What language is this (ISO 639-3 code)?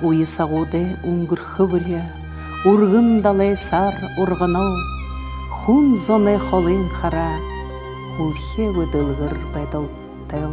bua